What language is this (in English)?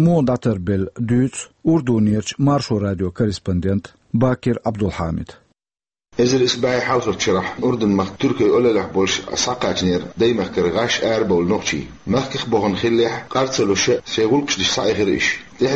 Chechen